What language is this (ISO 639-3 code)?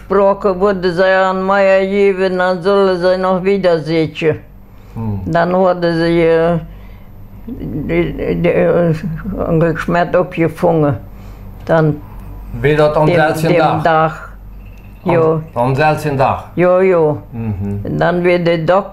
pdt